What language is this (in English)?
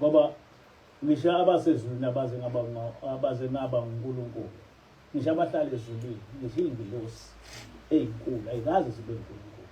Zulu